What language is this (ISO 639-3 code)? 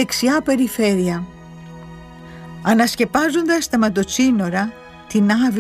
ell